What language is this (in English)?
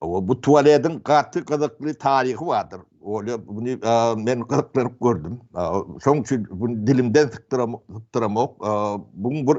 Turkmen